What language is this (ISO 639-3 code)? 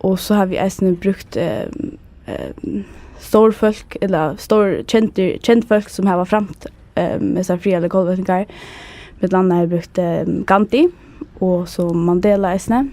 fao